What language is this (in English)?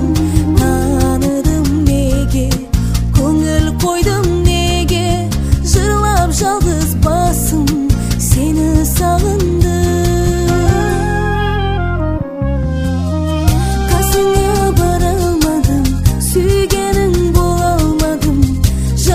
Kazakh